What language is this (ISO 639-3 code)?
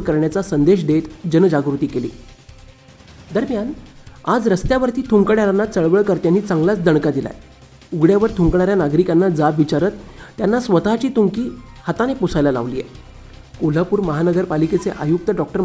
mar